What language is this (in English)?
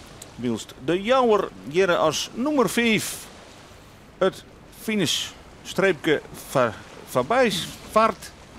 Western Frisian